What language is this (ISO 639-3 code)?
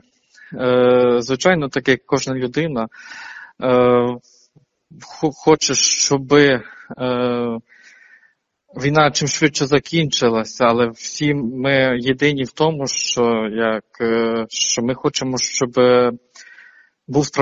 ukr